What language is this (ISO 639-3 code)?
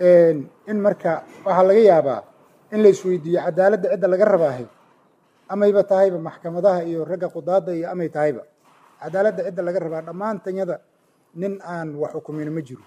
som